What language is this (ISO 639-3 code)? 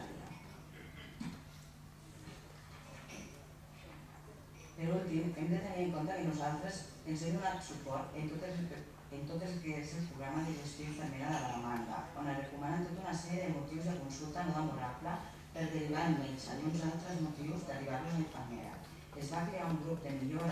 cat